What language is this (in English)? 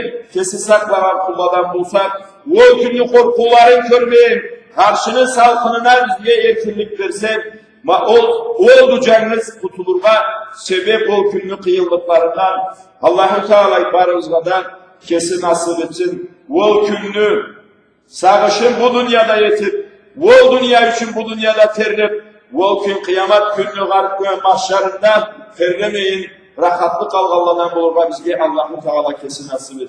Karachay-Balkar